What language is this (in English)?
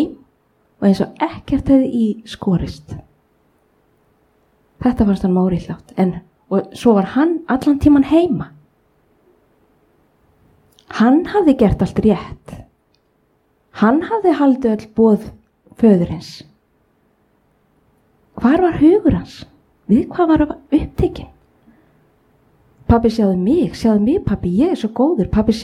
Icelandic